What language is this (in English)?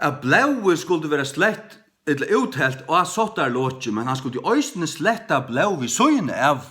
Faroese